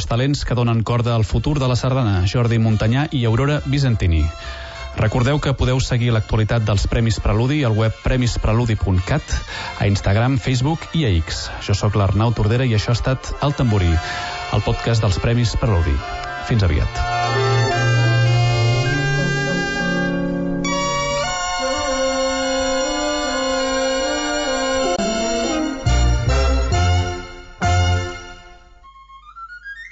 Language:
Catalan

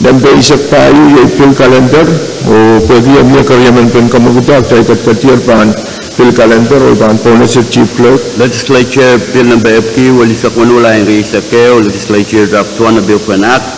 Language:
Pohnpeian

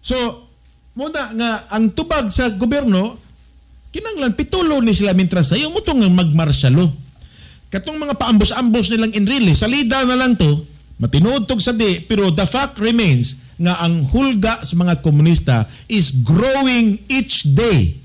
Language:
Cebuano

